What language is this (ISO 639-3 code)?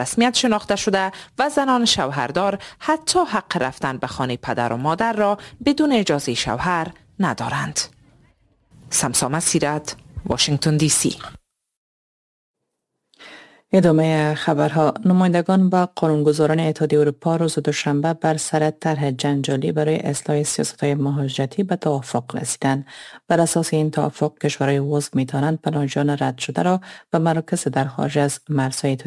fas